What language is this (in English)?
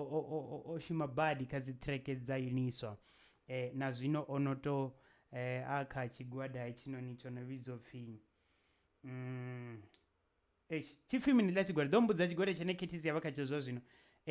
Venda